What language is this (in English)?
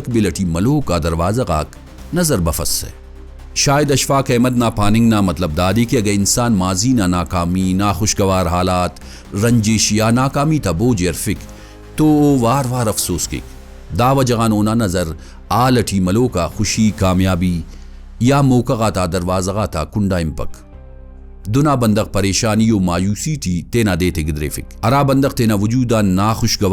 Brahui